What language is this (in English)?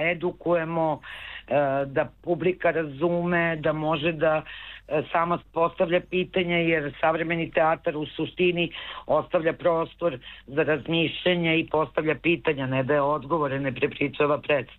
Serbian